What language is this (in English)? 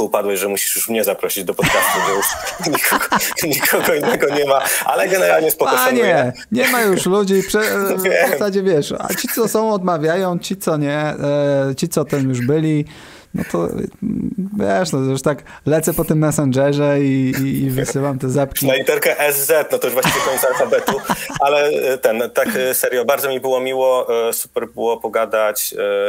Polish